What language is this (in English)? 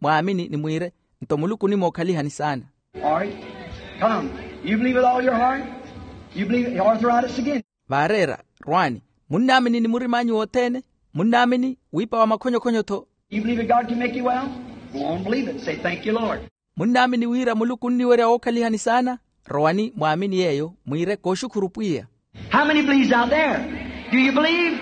Makhuwa